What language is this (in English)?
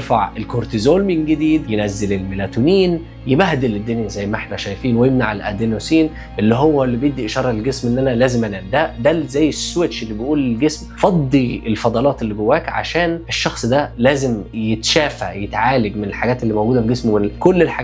Egyptian Arabic